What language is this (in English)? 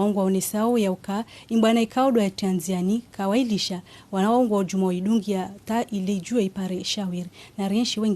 Ngazidja Comorian